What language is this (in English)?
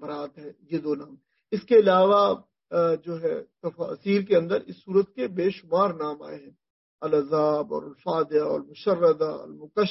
Urdu